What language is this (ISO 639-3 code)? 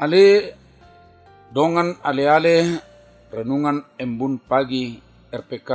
bbc